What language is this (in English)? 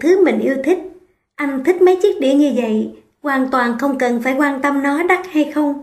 Vietnamese